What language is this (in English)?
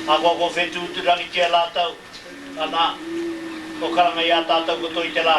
Māori